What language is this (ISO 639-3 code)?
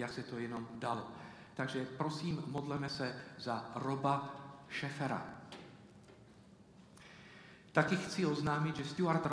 ces